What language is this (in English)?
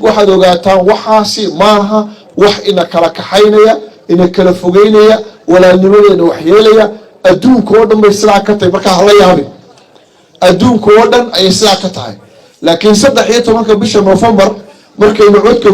Somali